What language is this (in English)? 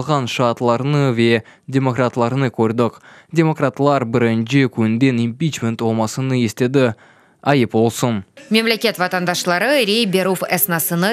Crimean Tatar